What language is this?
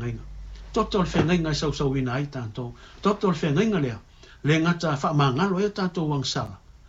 Samoan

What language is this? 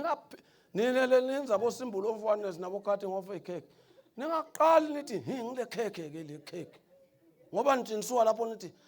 Zulu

